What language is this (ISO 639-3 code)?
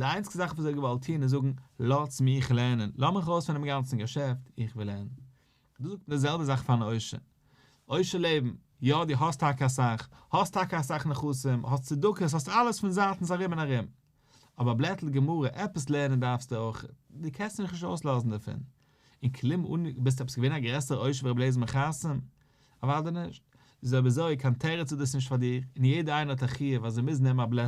yid